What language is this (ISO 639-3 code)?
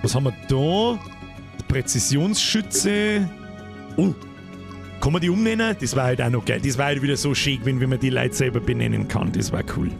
bar